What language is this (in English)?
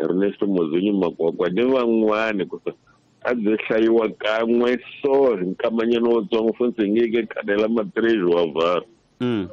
Tsonga